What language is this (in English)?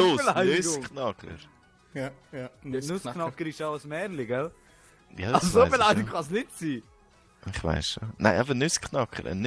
Swiss German